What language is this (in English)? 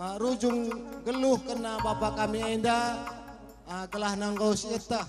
Batak Karo